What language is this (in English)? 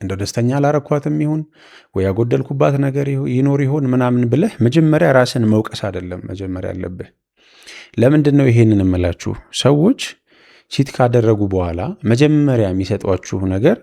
Amharic